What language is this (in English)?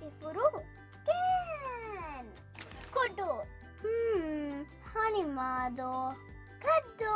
Divehi